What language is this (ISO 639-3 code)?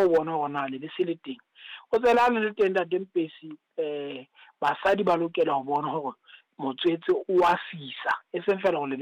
sot